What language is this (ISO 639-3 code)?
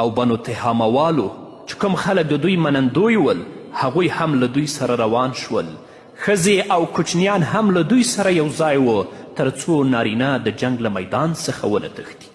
pus